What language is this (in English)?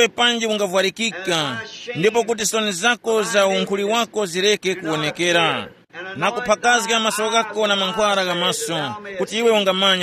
Tumbuka